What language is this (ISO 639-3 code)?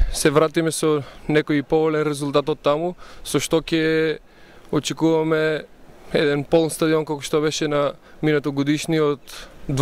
mkd